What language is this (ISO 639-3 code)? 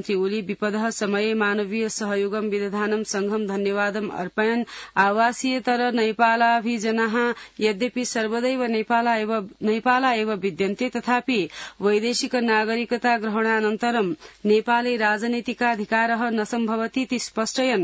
san